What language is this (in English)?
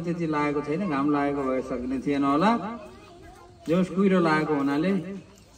Nepali